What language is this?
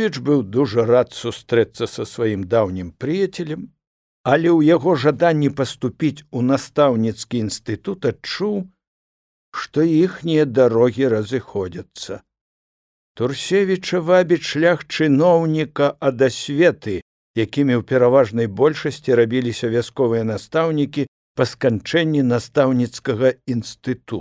Belarusian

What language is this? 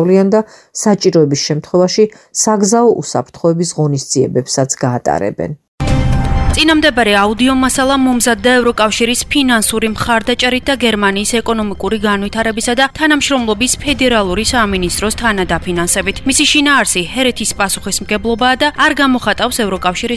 Georgian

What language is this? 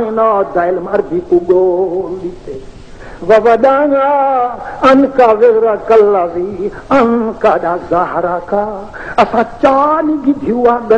Saraiki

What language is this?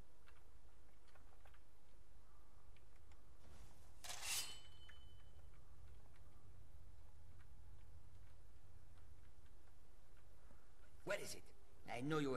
Dutch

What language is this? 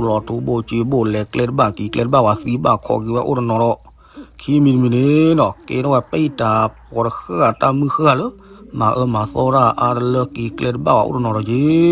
S'gaw Karen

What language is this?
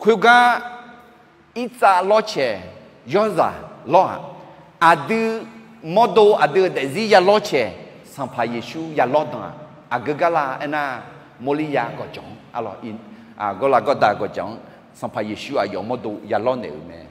Akha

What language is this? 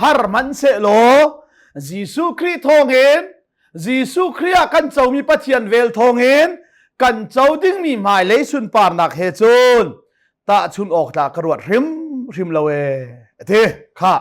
Hakha Chin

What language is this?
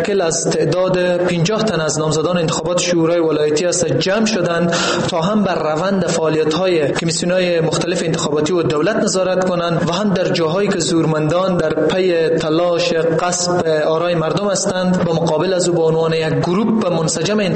Persian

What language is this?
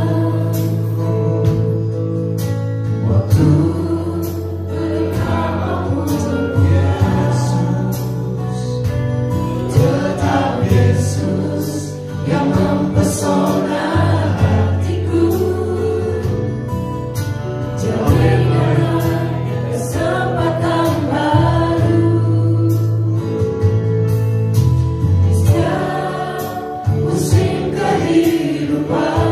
Indonesian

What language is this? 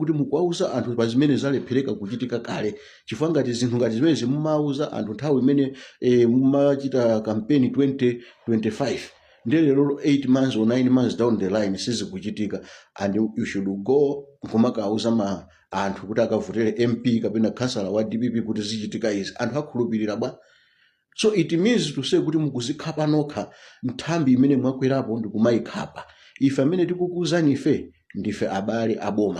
Nyanja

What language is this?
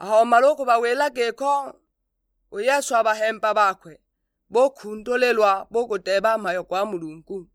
Sukuma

